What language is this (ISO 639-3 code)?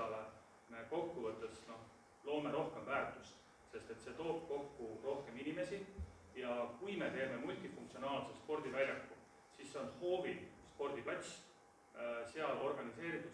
est